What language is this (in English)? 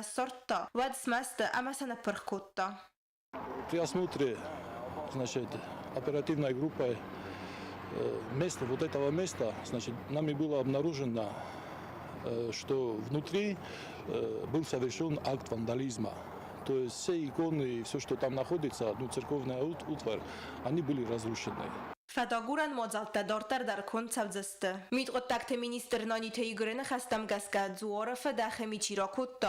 Ossetic